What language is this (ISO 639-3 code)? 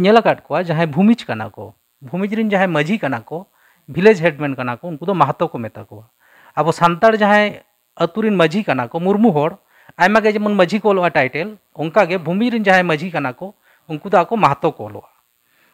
sat